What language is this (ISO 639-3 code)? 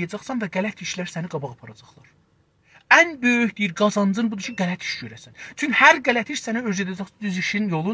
azb